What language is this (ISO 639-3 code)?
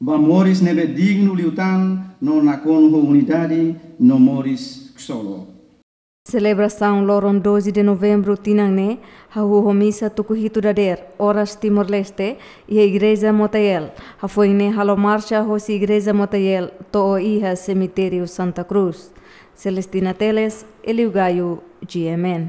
tet